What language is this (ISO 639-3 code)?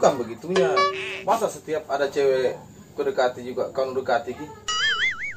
mfp